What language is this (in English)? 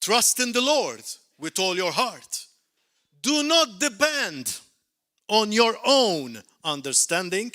English